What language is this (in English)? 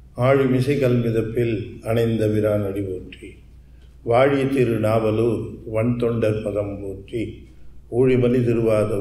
Tamil